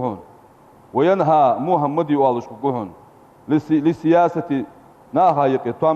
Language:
Ingush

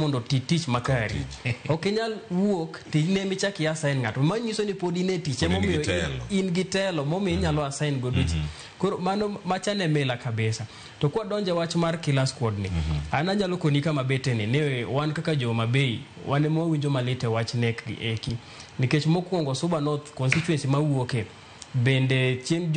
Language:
Luo (Kenya and Tanzania)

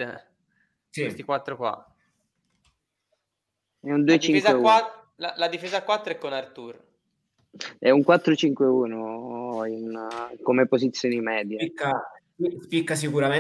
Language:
Italian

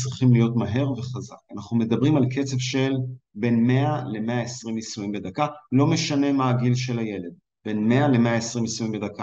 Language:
Hebrew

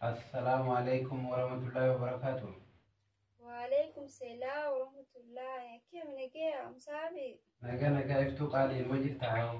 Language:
Oromo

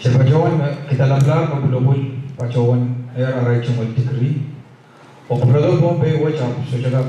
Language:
Pohnpeian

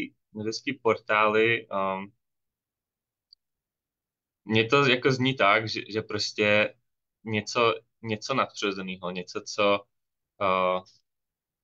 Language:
Czech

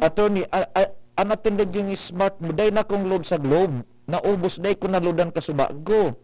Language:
Bikol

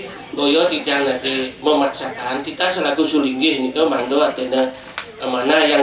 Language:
Balinese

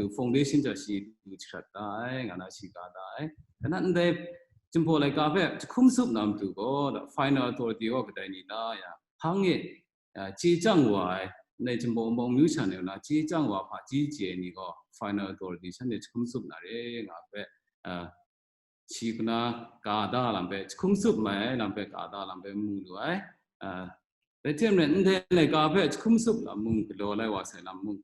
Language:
Kachin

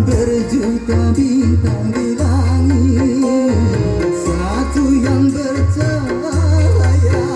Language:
Betawi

